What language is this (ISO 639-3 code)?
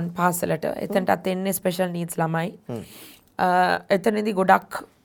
sin